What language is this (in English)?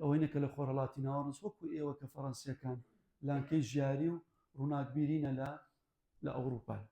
Central Kurdish